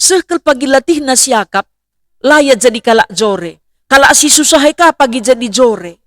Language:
Batak Karo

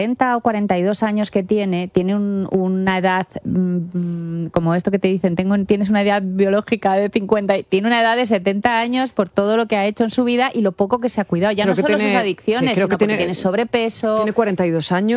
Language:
Spanish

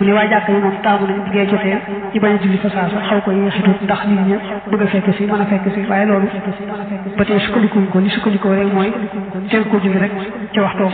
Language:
Wolof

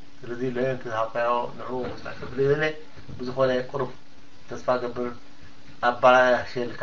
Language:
Tigrinya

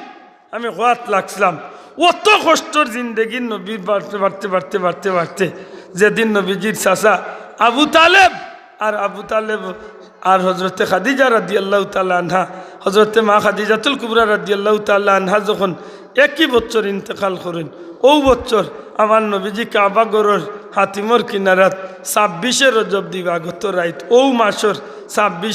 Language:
Sylheti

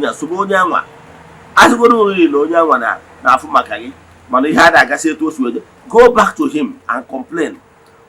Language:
Igbo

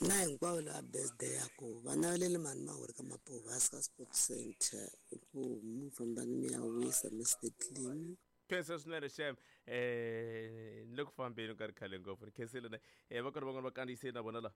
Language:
Tsonga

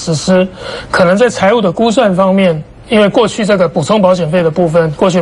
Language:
Chinese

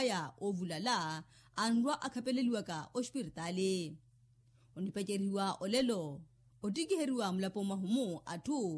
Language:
Makhuwa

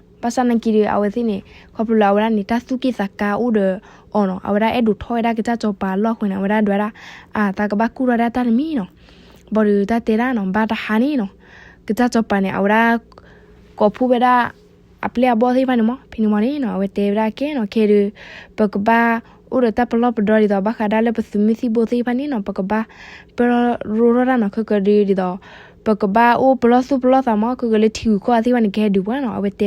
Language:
S'gaw Karen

